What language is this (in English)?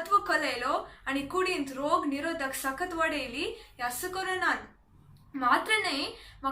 Konkani